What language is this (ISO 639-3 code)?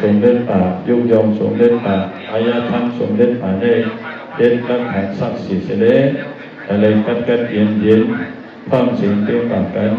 shn